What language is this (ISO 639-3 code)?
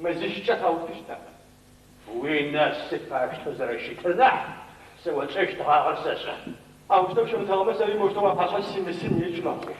ady